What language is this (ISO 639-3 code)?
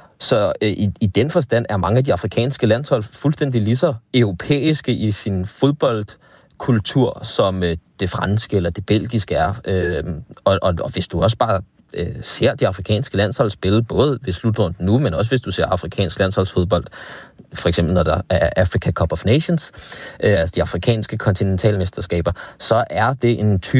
dan